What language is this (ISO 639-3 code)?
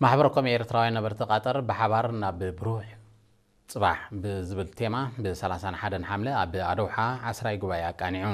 tir